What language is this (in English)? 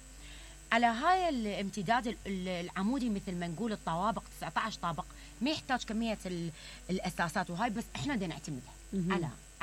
Mesopotamian Arabic